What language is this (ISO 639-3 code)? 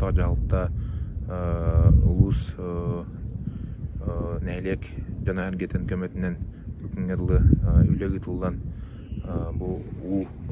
sah